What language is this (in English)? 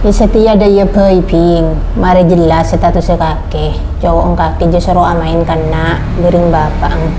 Madurese